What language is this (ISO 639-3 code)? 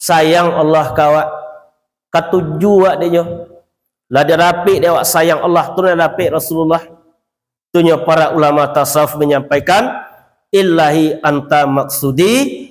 min